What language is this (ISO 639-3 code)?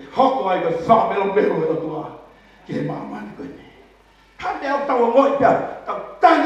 ton